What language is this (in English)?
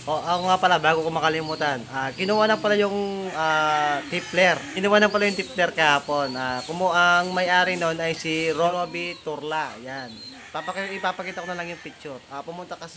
Filipino